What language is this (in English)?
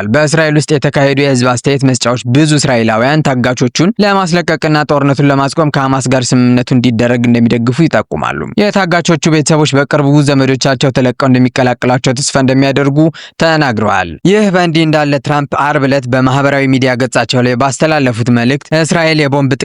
Amharic